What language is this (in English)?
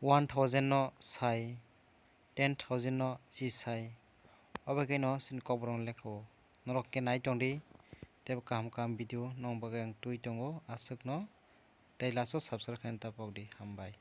Kok Borok